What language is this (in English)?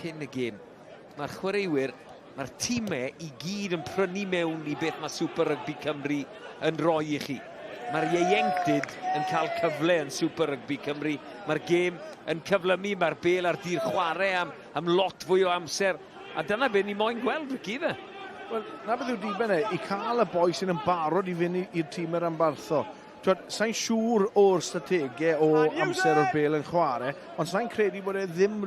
Welsh